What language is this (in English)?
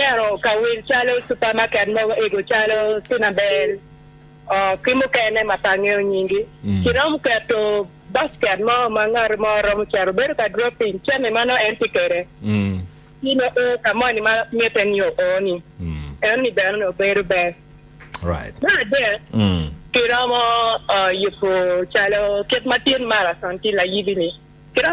Acoli